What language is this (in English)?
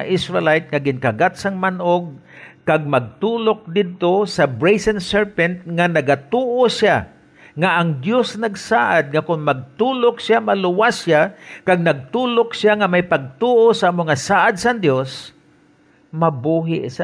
Hiligaynon